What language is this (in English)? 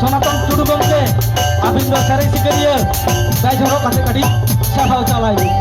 Santali